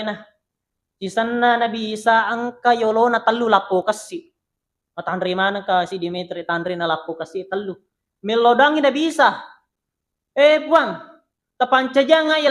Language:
Buginese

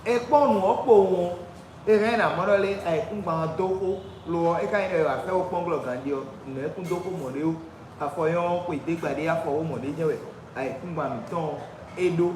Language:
Fon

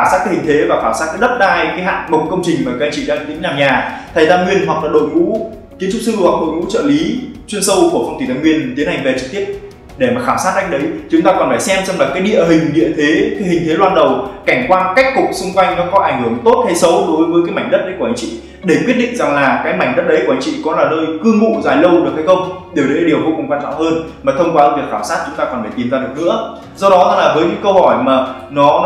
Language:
Vietnamese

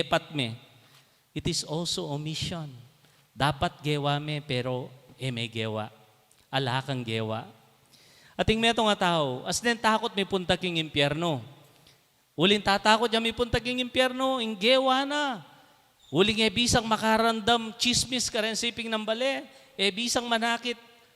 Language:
Pampanga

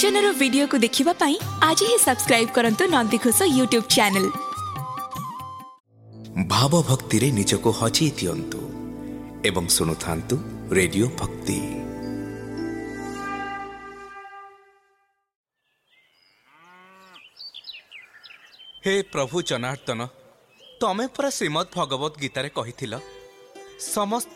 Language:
Odia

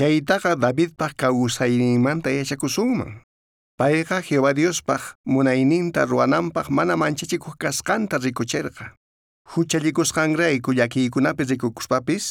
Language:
South Bolivian Quechua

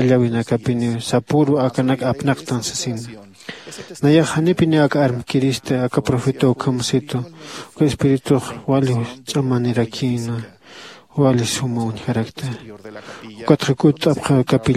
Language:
Aymara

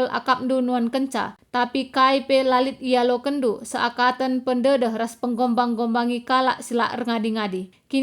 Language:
Batak Karo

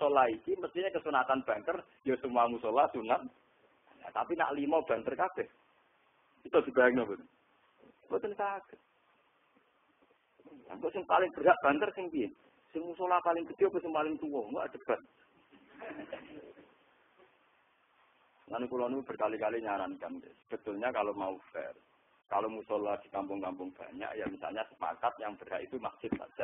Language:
Javanese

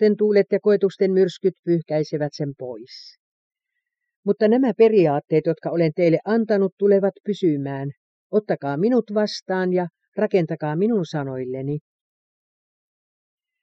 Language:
Finnish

